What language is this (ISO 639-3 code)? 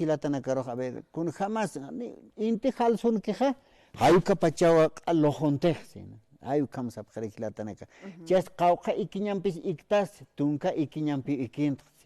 aym